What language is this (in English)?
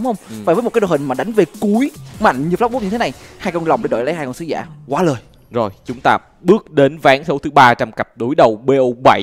Vietnamese